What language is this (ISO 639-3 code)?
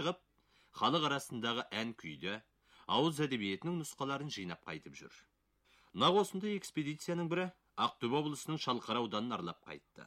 kaz